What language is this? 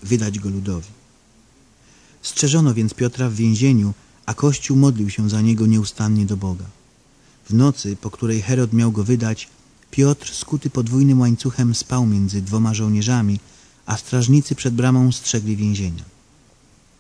Polish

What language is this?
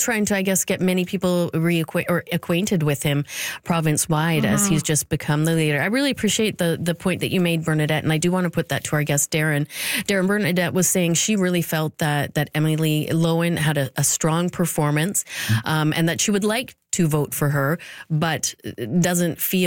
English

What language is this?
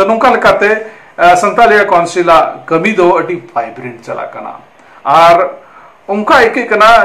Santali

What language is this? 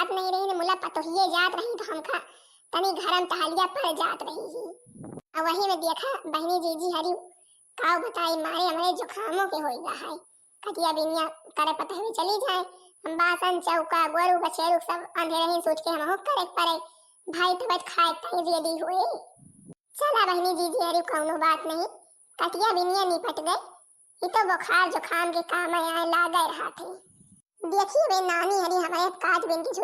Awadhi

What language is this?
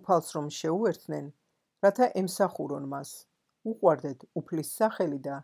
Georgian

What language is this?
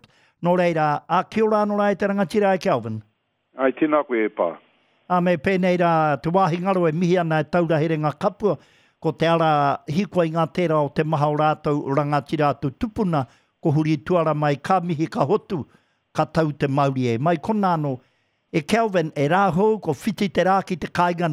Māori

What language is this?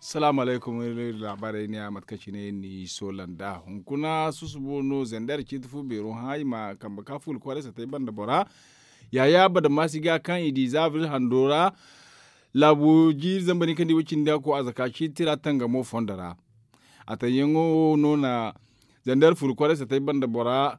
Zarma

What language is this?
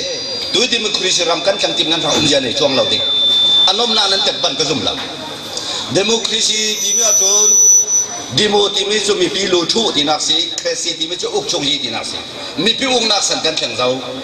Falam Chin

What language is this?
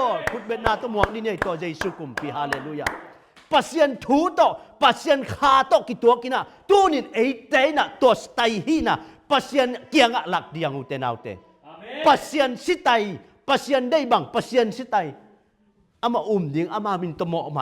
Tedim Chin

